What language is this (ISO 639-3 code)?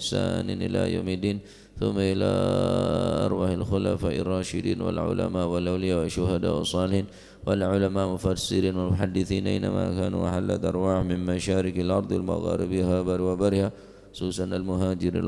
mad